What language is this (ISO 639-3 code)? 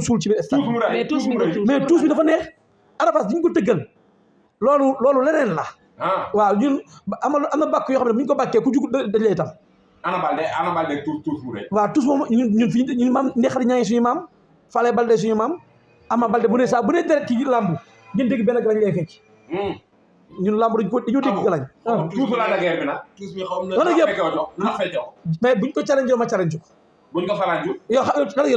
wol